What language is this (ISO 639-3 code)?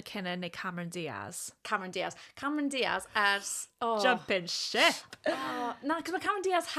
cym